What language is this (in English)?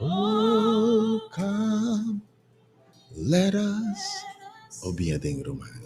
Papiamento